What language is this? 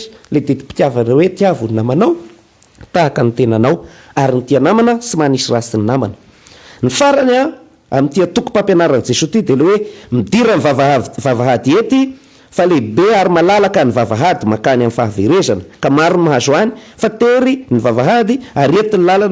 Malagasy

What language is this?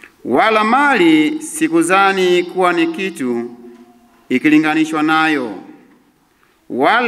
Swahili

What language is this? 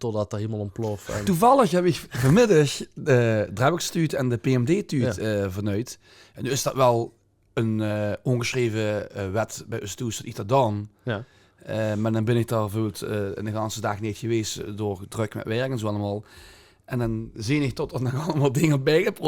Limburgish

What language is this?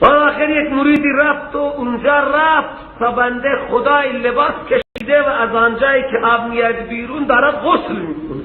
Persian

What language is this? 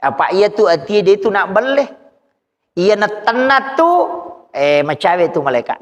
Buginese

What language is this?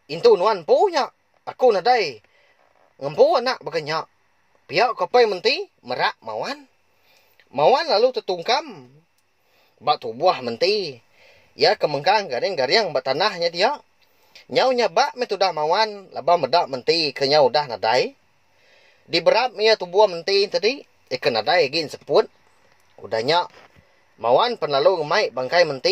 Iban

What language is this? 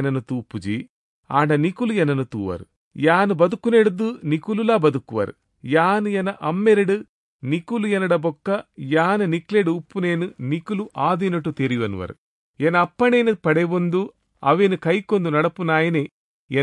Tulu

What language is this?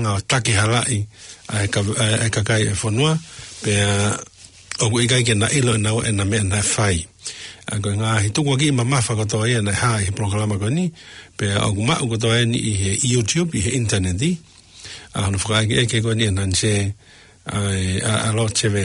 Tongan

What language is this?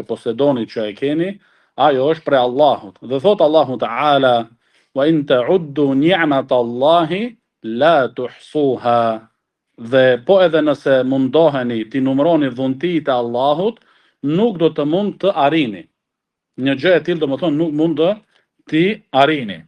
Albanian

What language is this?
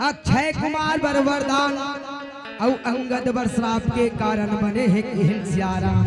Chhattisgarhi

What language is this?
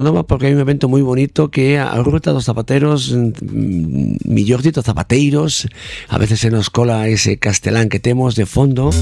Galician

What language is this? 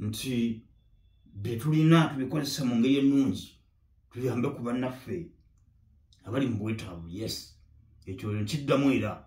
Ganda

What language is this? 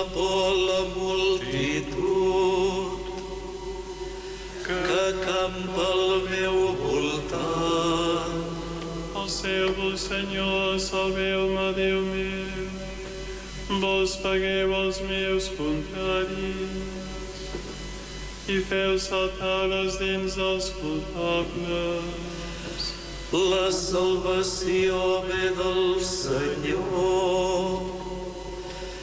Catalan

